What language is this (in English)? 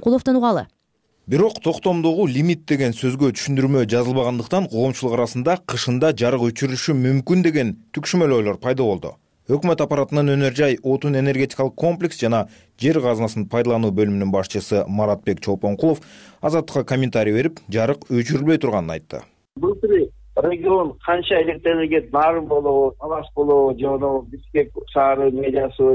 Kyrgyz